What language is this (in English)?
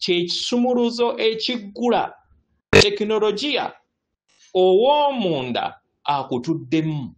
Ganda